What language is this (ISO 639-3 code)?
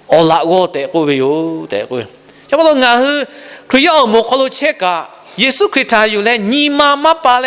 lhu